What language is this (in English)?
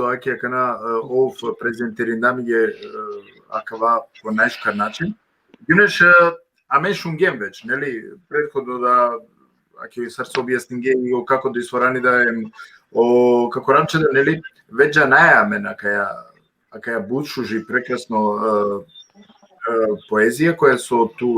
Balkan Romani